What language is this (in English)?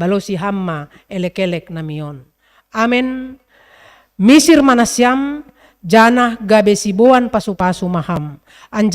Batak Simalungun